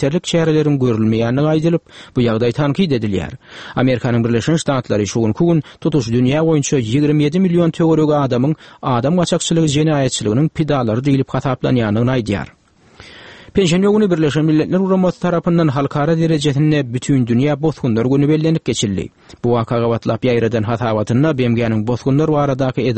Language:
Turkmen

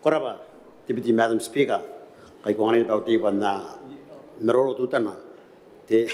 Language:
Gilbertese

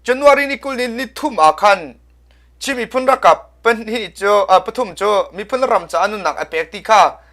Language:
Hakha Chin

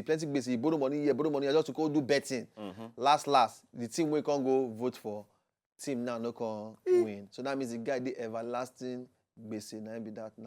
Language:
Nigerian Pidgin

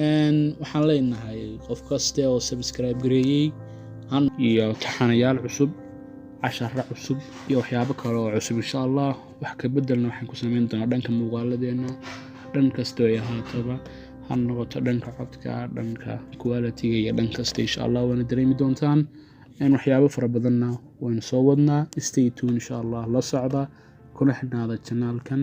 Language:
Somali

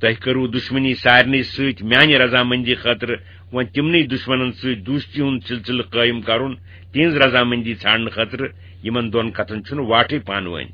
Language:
Kashmiri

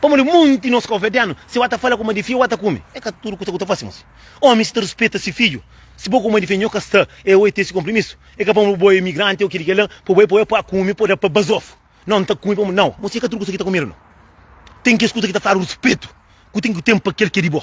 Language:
Kabuverdianu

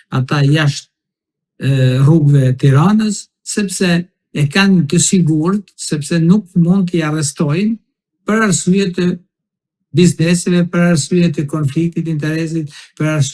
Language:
Albanian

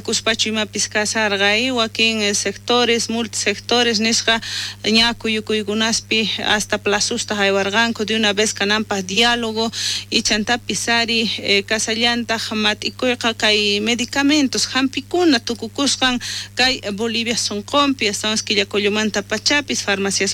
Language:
South Bolivian Quechua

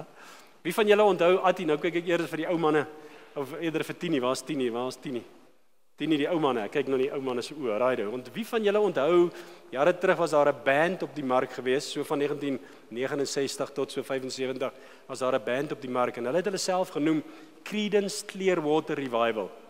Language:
Afrikaans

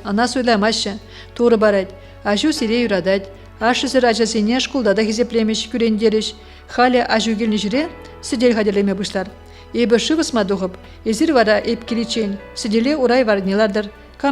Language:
Chuvash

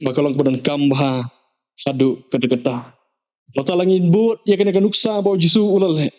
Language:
Khasi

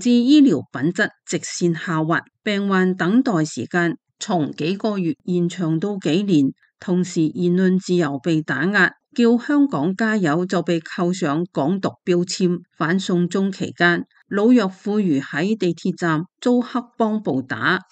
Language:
Cantonese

